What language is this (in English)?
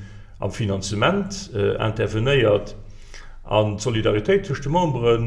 Luxembourgish